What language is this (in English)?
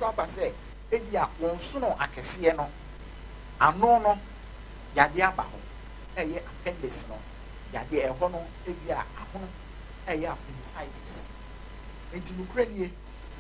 Akan